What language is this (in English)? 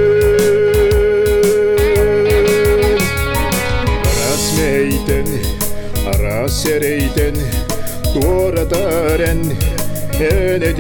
Yakut